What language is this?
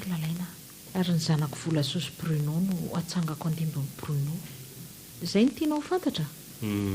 Malagasy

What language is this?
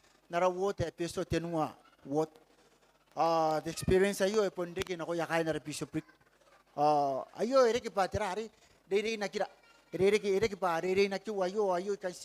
Gilbertese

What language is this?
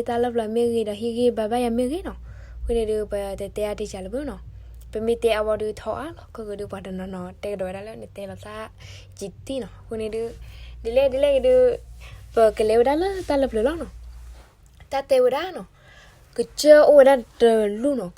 S'gaw Karen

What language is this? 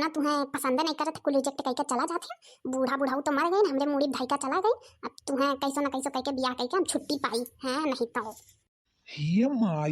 Awadhi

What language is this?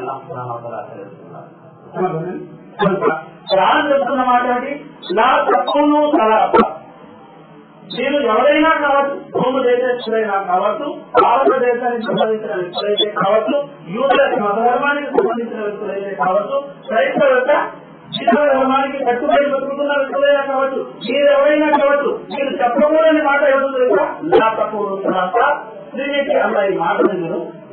Telugu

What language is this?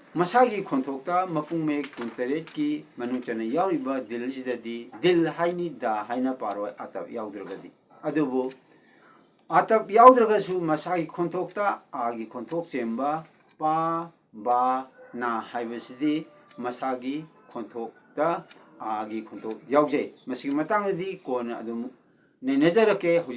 Manipuri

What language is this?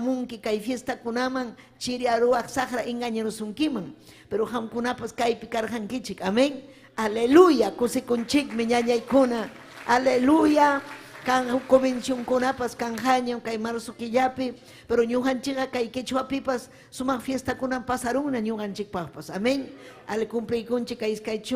Ayacucho Quechua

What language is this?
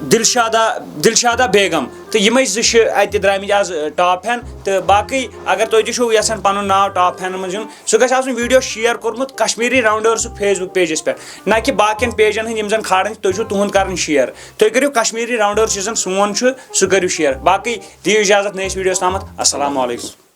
Kashmiri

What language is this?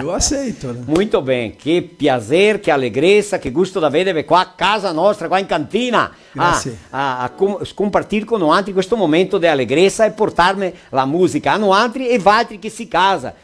Venetian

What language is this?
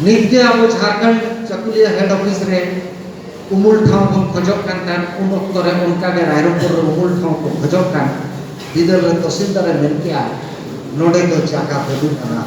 Santali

